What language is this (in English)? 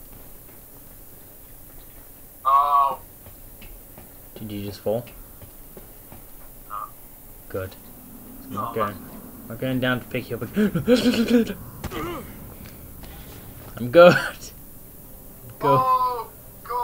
English